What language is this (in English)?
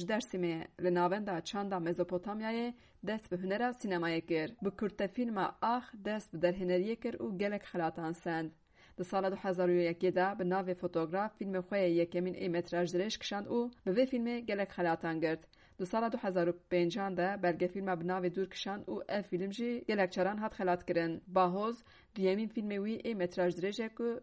Kurdish